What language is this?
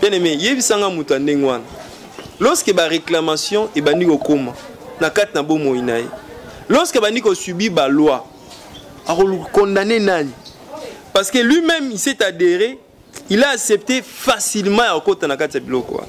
Lingala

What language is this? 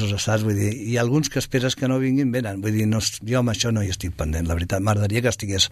Catalan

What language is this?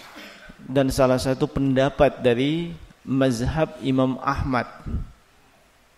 Indonesian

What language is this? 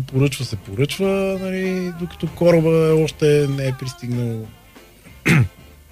Bulgarian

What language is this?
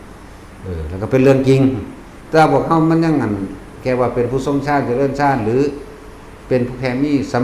Northeastern Thai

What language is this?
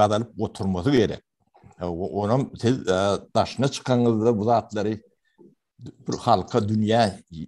Turkmen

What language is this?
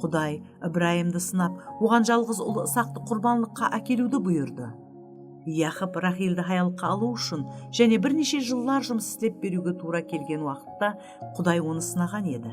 Kara-Kalpak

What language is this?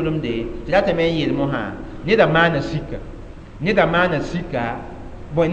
Mossi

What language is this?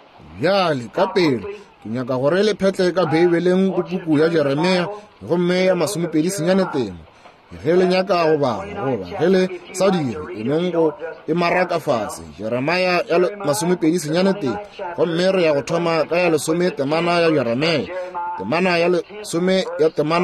Northern Sotho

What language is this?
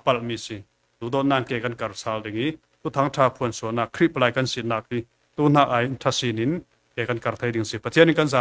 Falam Chin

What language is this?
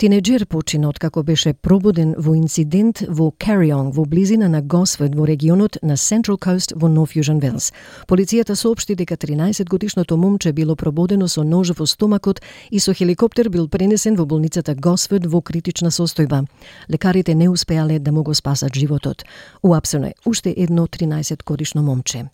Macedonian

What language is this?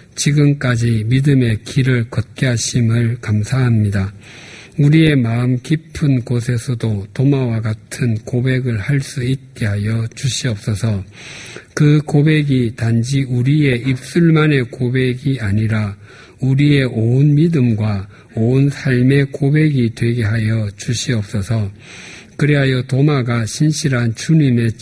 Korean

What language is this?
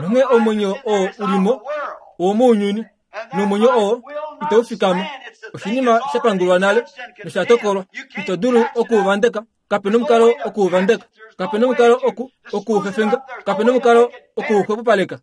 Kuanyama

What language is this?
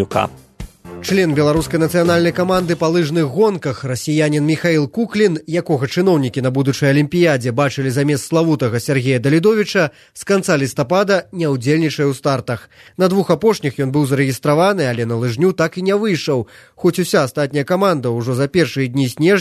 Belarusian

